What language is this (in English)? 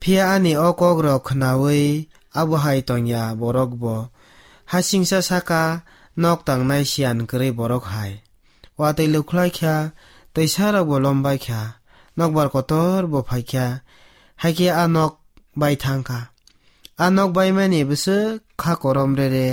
Kok Borok